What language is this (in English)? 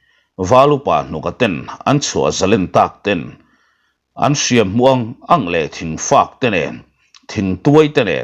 Mizo